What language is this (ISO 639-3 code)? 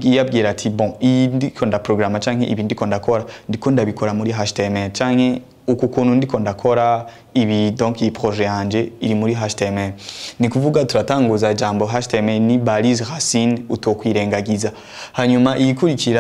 run